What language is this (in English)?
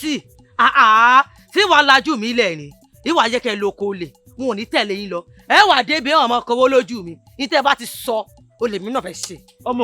Yoruba